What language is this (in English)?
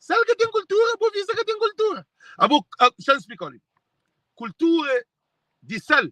Kabuverdianu